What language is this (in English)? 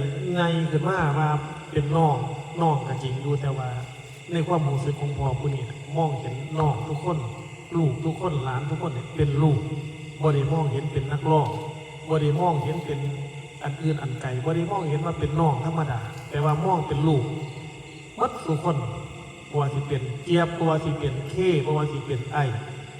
Northeastern Thai